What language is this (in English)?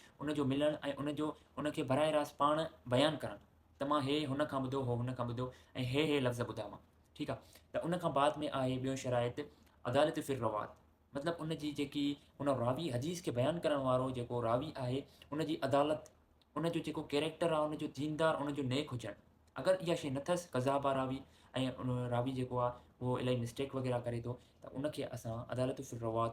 Sindhi